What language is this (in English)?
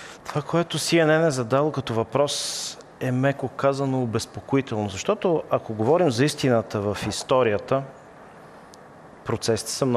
Bulgarian